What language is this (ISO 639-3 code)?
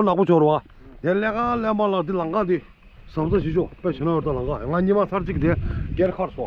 bod